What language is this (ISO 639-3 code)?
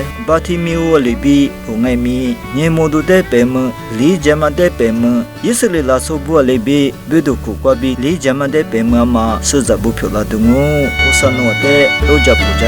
lis